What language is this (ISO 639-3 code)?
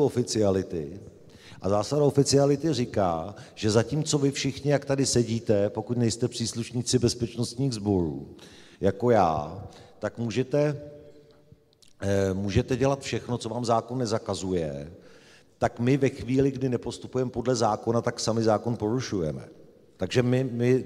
ces